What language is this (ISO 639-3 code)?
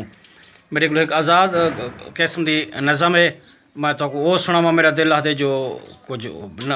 skr